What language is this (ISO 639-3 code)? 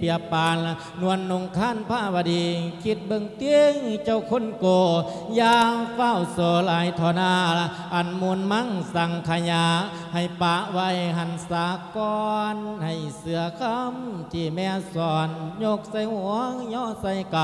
lao